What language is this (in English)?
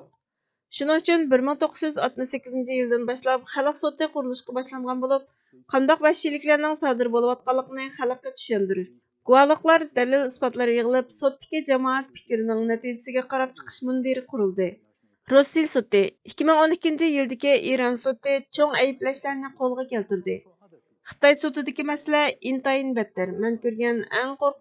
Uyghur